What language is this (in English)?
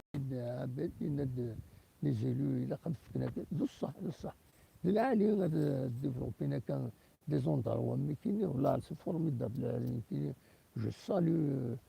Kabyle